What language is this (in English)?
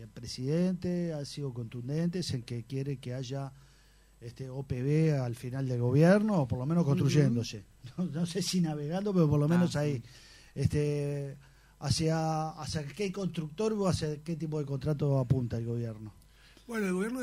Spanish